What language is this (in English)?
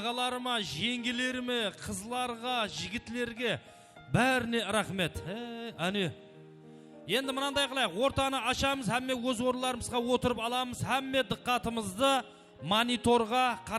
Kara-Kalpak